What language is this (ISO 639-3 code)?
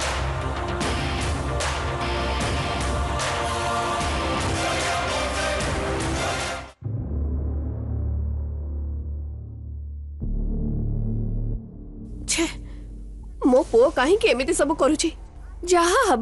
ori